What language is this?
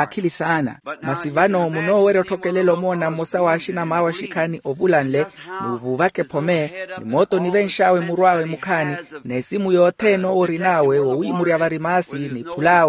Makhuwa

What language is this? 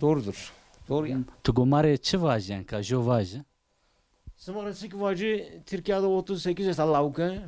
Zaza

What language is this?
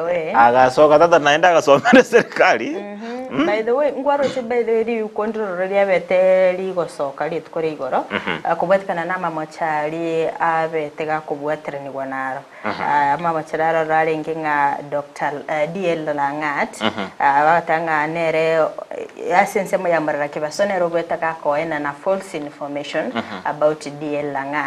Gusii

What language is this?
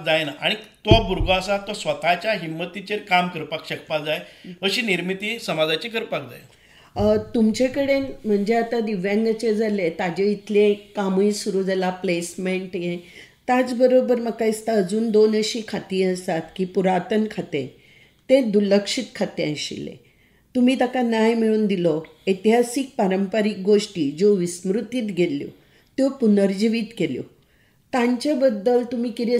Konkani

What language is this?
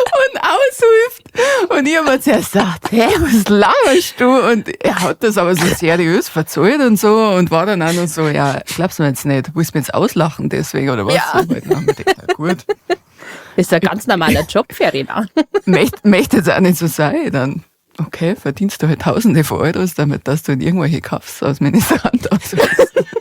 Bavarian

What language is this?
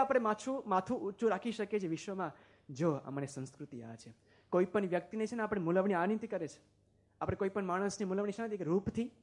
Gujarati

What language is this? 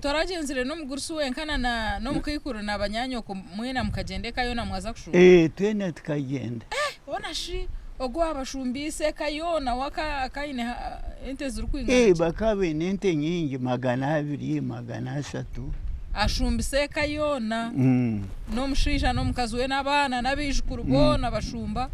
Nyankole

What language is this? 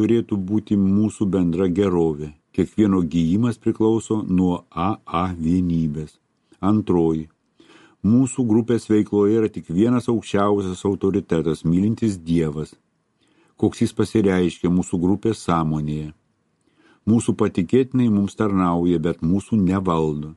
Lithuanian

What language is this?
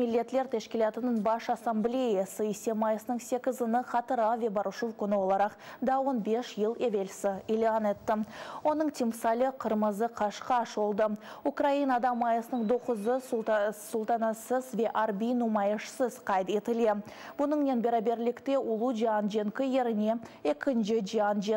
Crimean Tatar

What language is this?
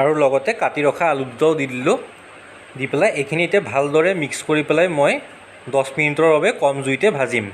Assamese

